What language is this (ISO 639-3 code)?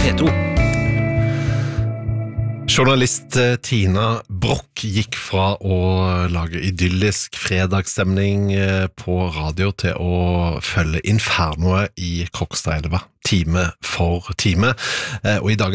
nor